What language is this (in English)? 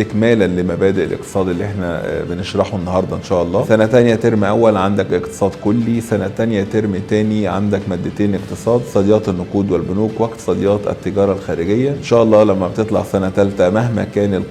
Egyptian Arabic